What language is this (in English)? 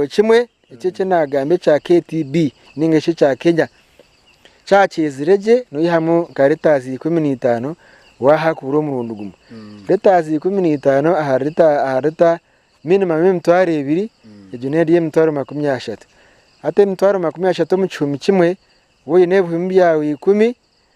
Nyankole